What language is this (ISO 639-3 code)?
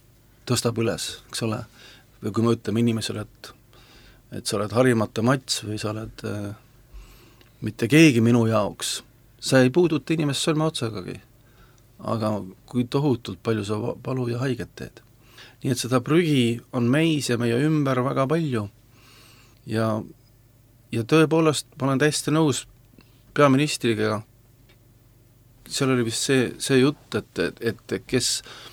est